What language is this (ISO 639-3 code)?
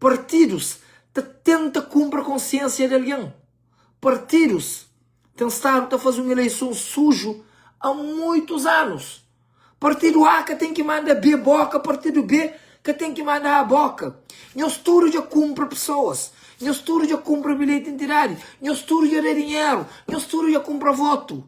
kea